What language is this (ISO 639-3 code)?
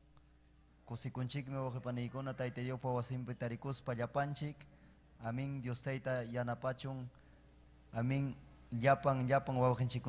quy